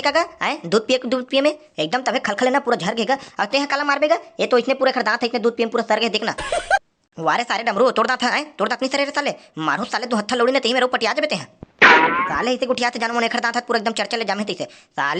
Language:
Chhattisgarhi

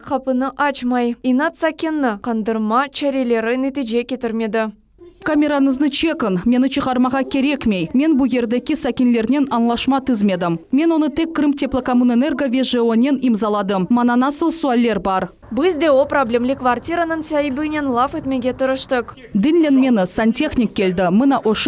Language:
Crimean Tatar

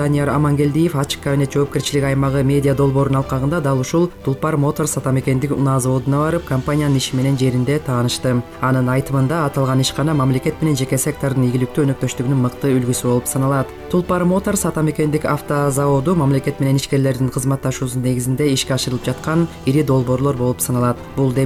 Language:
Kyrgyz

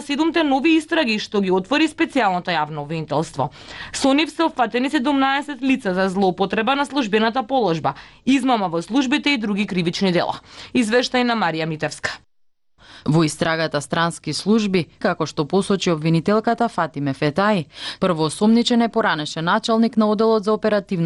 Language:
Macedonian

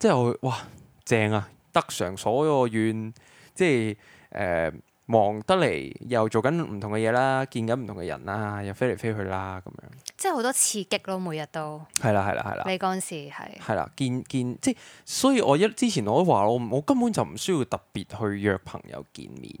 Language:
Cantonese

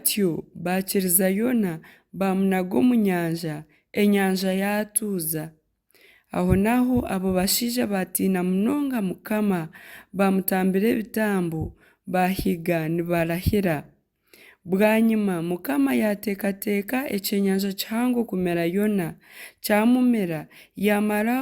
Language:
Nyankole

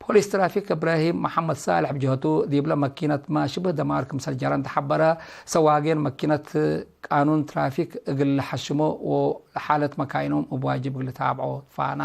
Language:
Tigre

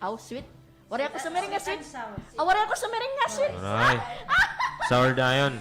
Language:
Waray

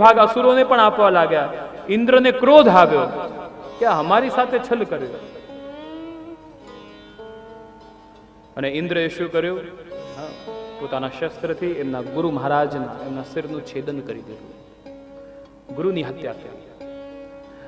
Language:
Gujarati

